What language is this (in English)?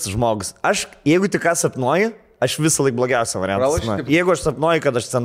Lithuanian